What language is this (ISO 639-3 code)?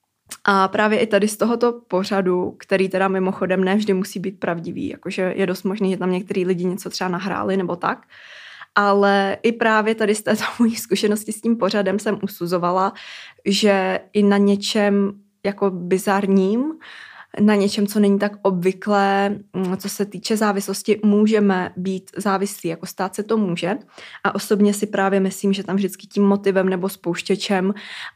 ces